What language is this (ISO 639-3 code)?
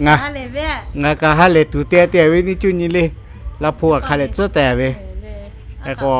lhu